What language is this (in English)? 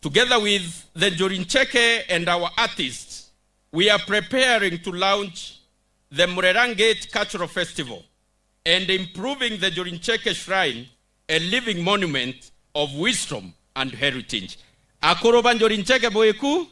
Meru